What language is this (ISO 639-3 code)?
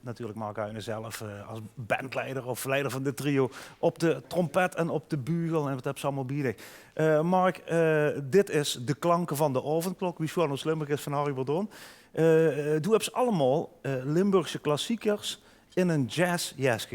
lim